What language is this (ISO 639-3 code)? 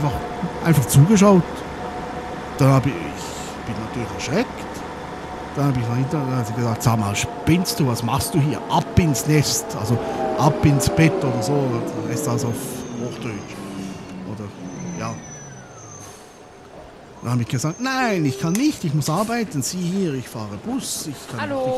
deu